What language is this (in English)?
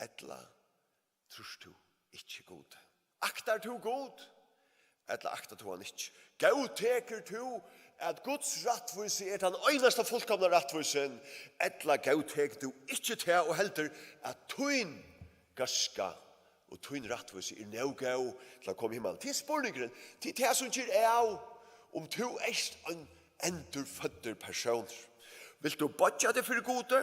Faroese